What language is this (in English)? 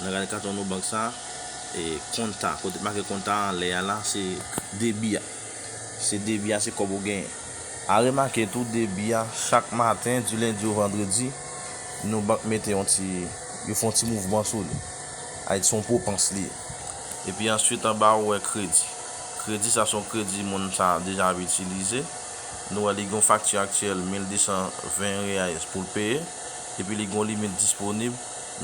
Haitian Creole